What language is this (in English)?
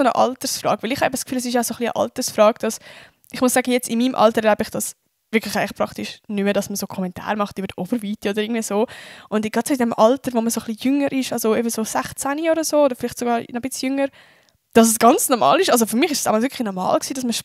Swiss German